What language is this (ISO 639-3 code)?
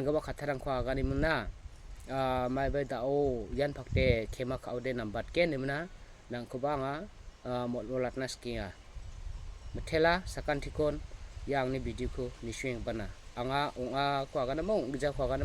grt